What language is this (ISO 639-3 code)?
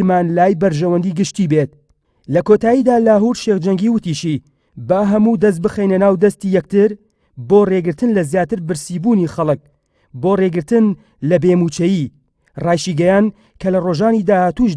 ckb